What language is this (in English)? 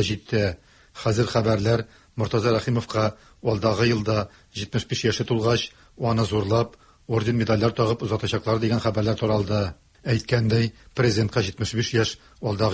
Tatar